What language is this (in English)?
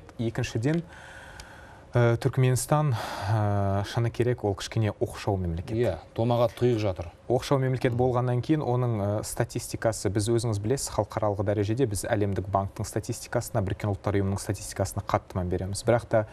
Kazakh